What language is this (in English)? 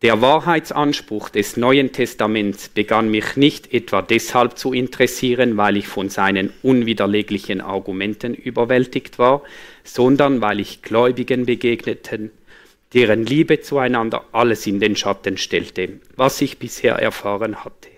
Swiss German